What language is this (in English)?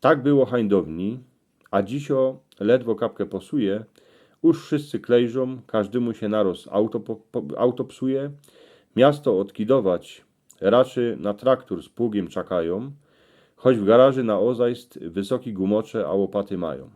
Silesian